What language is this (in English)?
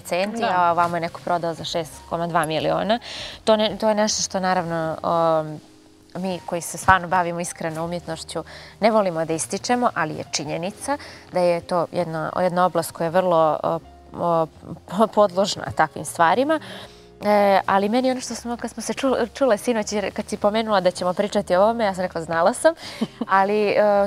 Bosnian